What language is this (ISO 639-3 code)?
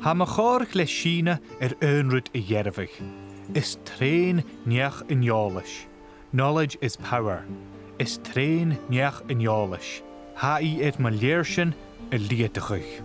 gla